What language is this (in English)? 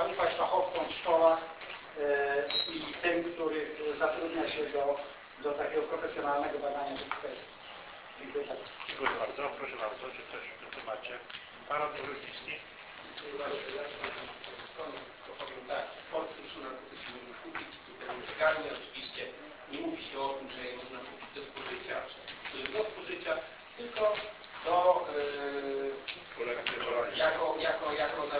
Polish